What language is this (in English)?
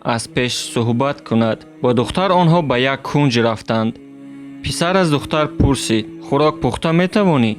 Tajik